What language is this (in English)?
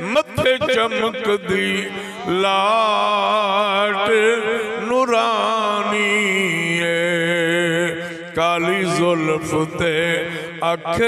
Saraiki